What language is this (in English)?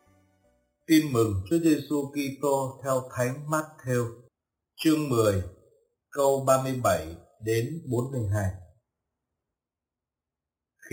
Vietnamese